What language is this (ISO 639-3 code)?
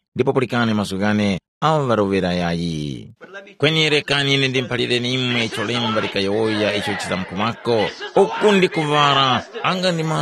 tum